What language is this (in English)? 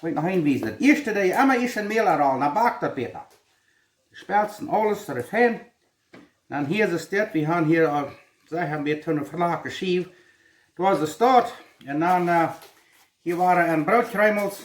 Plautdietsch